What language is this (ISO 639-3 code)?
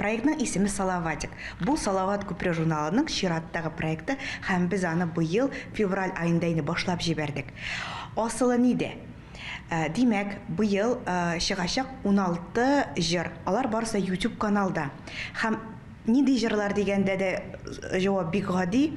tat